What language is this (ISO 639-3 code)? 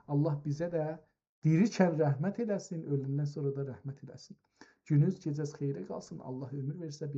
azb